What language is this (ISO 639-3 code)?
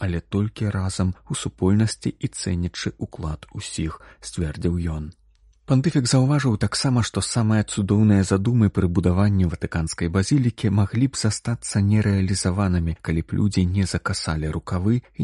bel